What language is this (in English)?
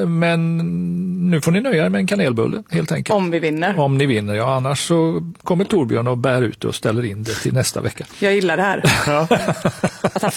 Swedish